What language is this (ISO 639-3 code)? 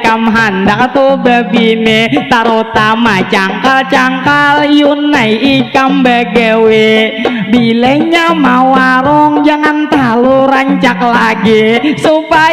bjn